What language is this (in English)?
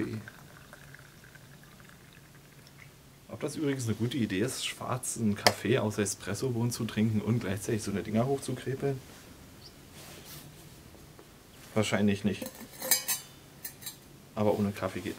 German